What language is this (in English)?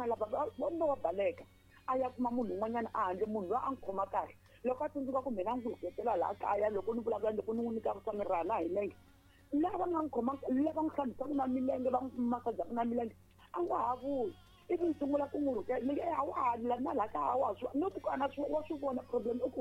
Tsonga